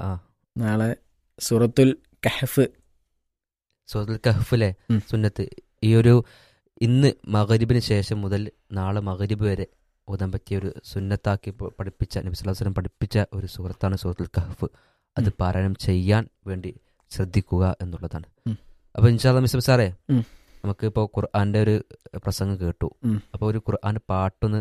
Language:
Malayalam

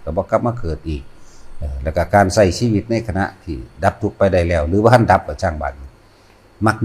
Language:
Northeastern Thai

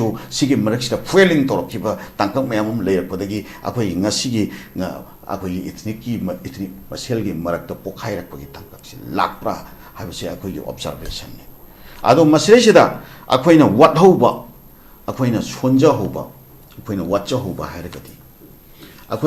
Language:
Manipuri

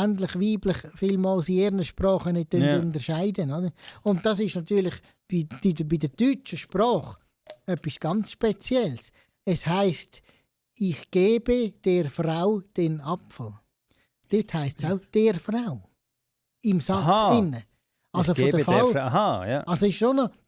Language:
Swiss German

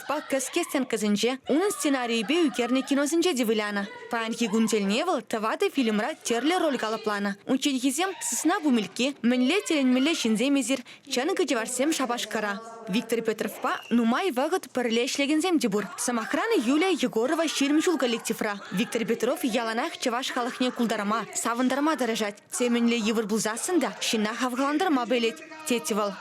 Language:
Chuvash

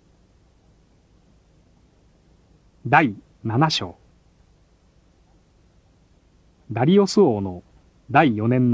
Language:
Japanese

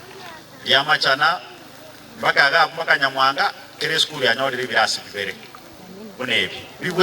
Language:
Gusii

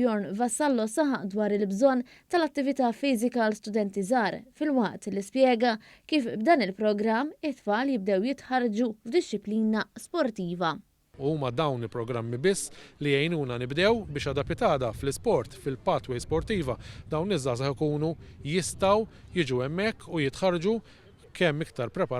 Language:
Maltese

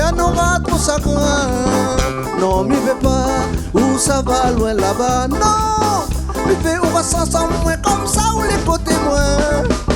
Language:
Réunion Creole French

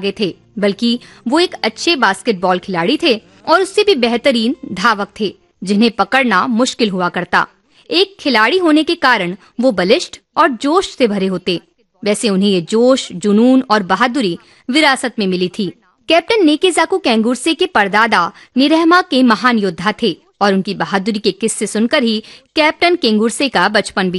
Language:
Hindi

